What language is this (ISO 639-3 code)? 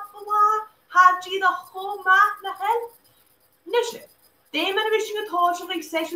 gla